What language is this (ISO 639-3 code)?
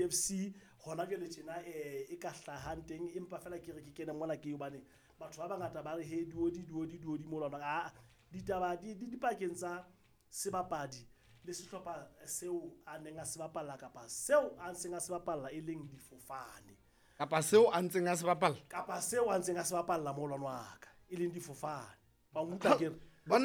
sot